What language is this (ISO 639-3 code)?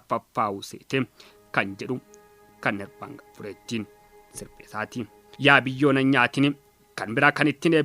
orm